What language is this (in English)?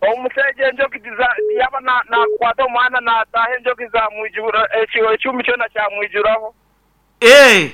Nyoro